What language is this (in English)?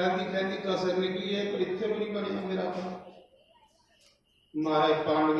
Dogri